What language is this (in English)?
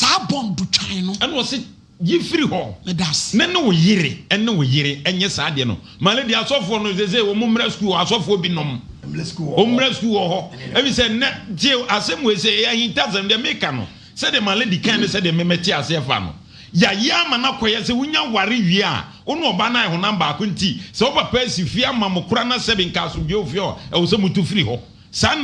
Akan